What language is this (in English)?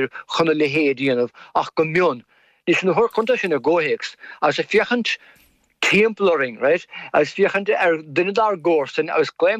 Irish